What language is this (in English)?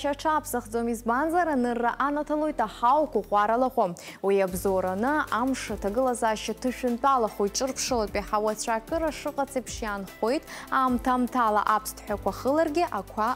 Abkhazian